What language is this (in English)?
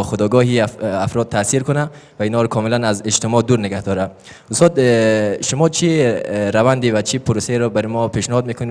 Persian